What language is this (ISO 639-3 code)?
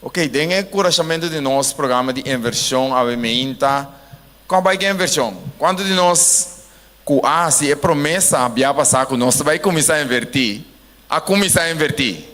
pap